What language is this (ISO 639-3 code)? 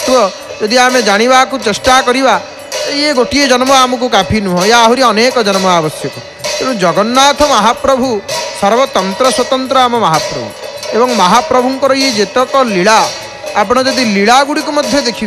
ori